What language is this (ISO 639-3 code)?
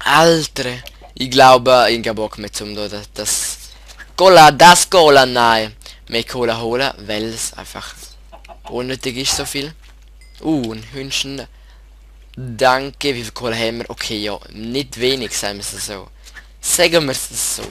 gsw